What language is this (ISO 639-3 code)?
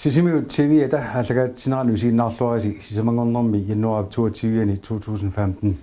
kal